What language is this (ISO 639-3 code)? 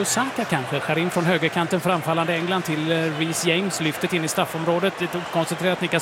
swe